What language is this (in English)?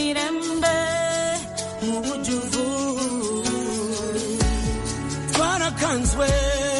Kinyarwanda